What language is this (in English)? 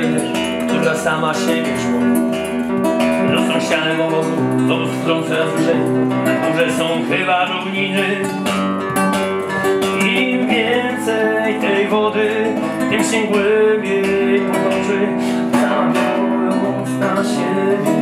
Polish